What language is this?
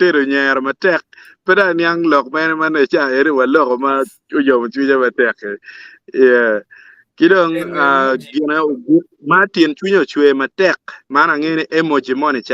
Acoli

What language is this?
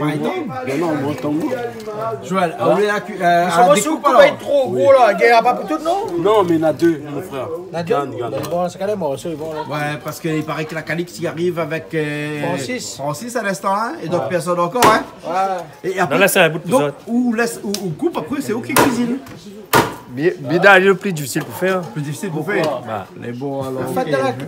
Réunion Creole French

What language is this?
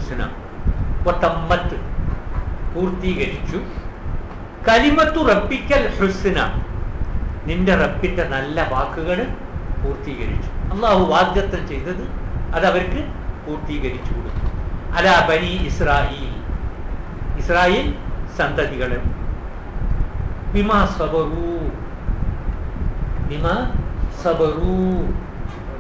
Malayalam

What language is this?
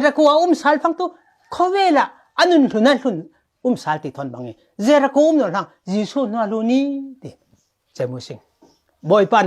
Falam Chin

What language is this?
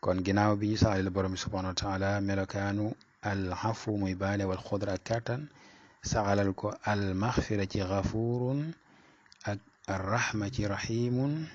Wolof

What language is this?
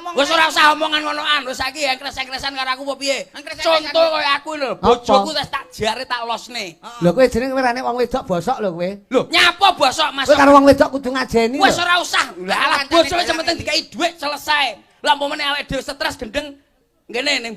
Javanese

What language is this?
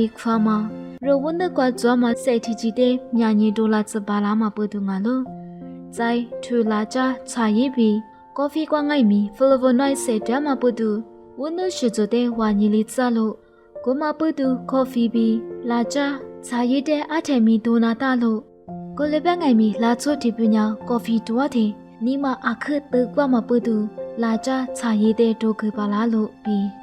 Lisu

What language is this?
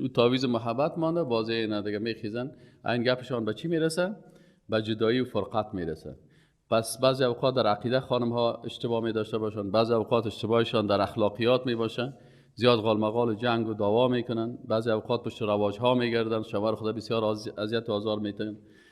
Persian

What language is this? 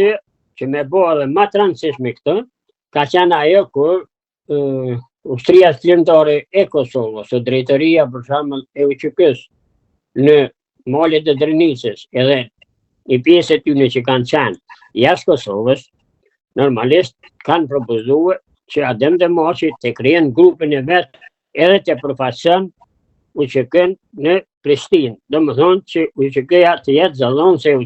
Albanian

